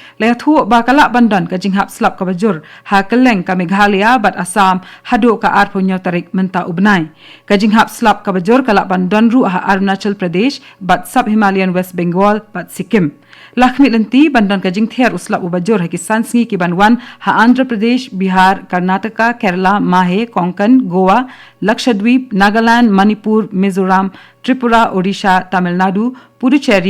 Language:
Khasi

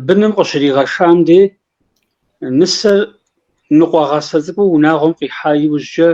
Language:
Kabardian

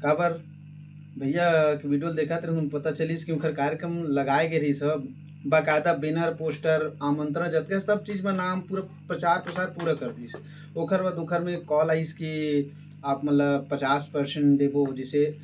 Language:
Chhattisgarhi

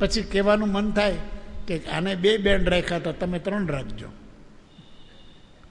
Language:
Gujarati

